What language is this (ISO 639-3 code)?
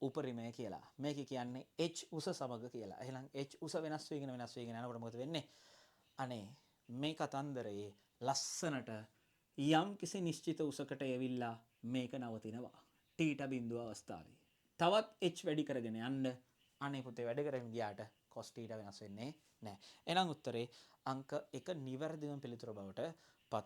sin